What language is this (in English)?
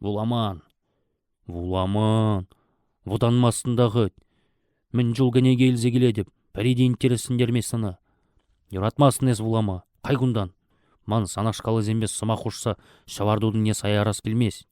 Chuvash